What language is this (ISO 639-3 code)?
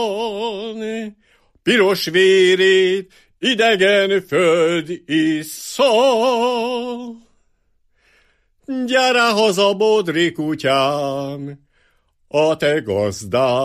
hun